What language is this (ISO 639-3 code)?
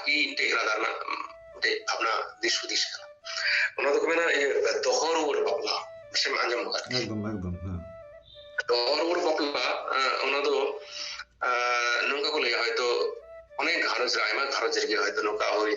sat